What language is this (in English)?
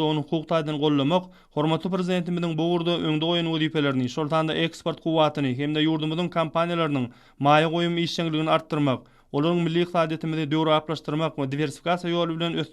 Turkmen